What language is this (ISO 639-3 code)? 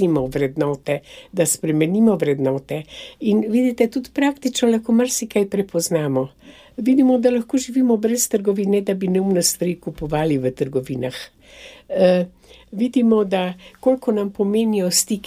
slv